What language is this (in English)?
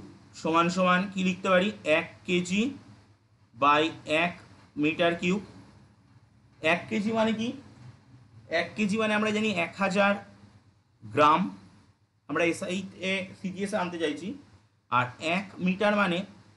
Bangla